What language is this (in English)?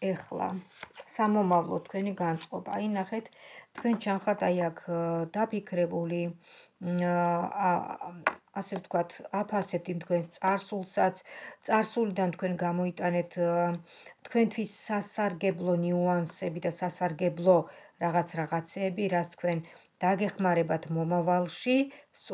Georgian